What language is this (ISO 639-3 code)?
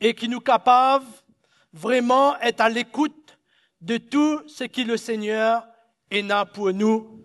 mfe